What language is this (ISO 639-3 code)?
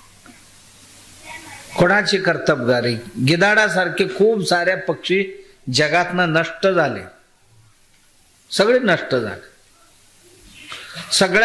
mar